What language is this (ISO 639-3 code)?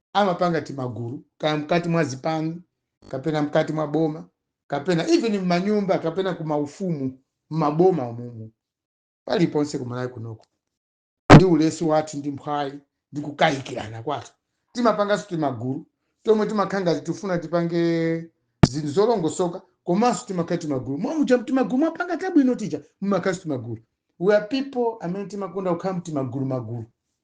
nya